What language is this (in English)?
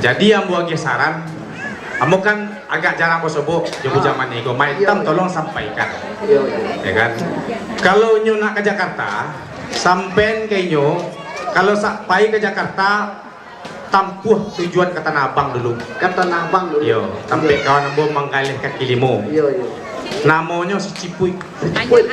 Minangkabau